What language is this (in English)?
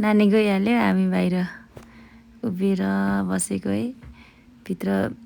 Nepali